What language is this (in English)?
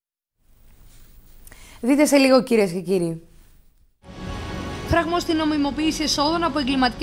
Greek